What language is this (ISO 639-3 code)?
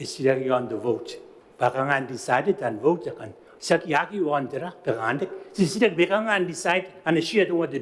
gil